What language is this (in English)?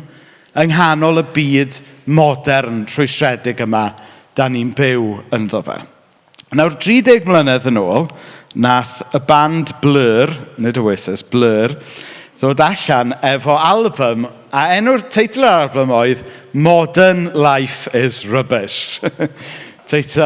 Welsh